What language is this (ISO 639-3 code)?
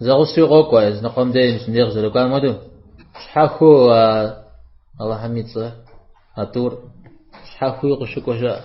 kbd